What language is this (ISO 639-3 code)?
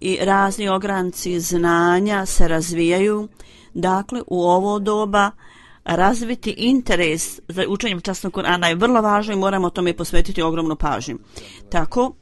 bos